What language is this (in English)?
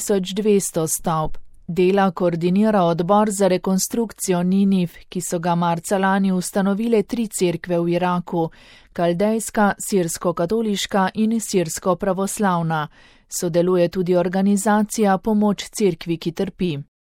Slovenian